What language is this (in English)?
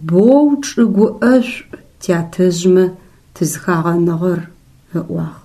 Adyghe